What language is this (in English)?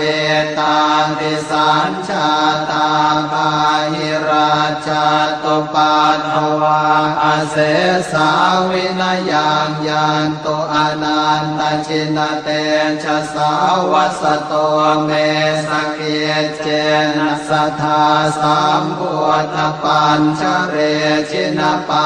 Pali